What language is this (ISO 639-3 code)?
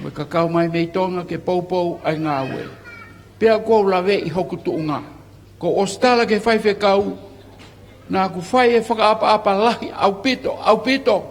ton